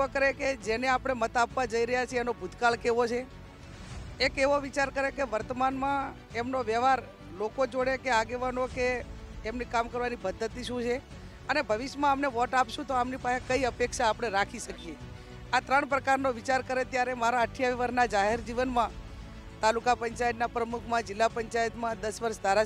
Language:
Gujarati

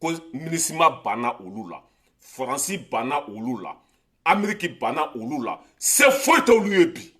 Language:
Bambara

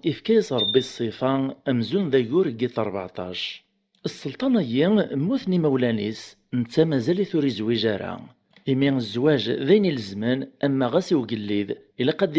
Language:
Kabyle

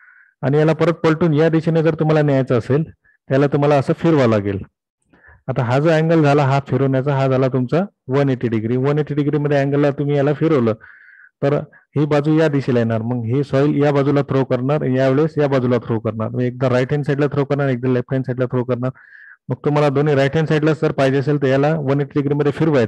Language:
Marathi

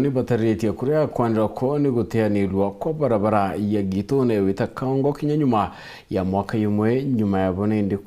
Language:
Meru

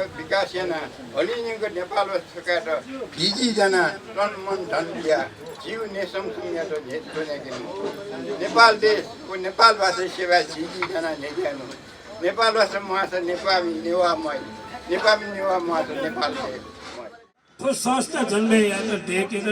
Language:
Newari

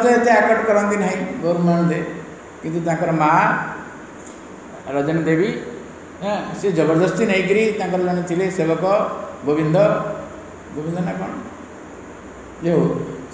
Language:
Odia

